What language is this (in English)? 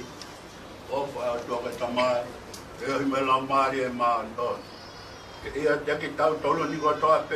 Tongan